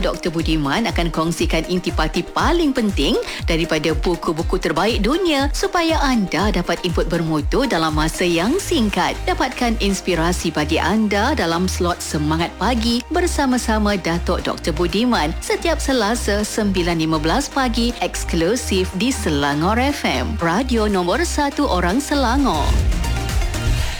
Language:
Malay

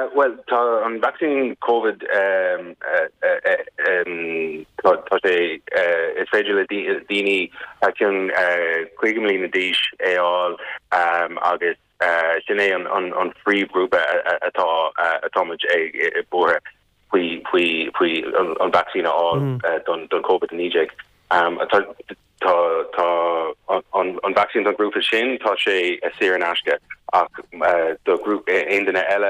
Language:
Irish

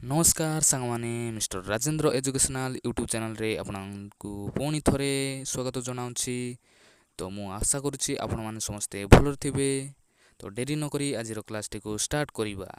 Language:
Odia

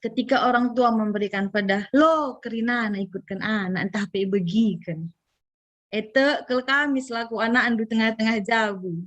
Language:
Batak Karo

